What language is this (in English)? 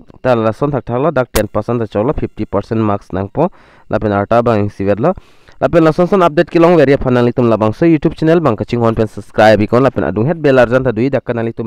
Karbi